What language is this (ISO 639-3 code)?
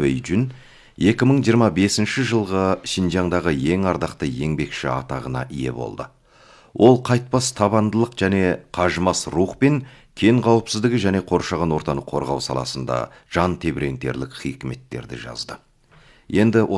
kaz